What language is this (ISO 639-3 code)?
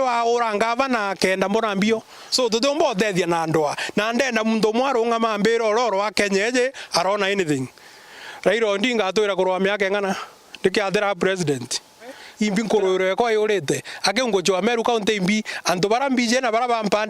mer